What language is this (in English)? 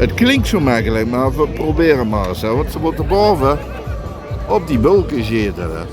Limburgish